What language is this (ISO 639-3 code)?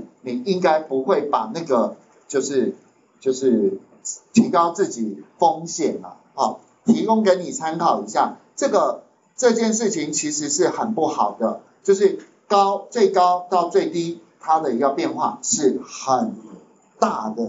zho